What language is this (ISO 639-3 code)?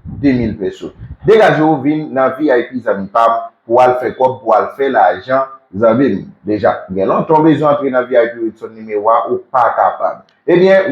hat